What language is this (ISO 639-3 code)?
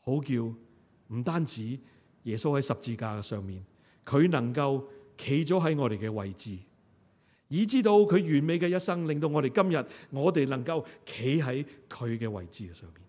yue